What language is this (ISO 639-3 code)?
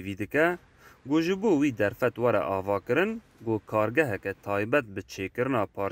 kur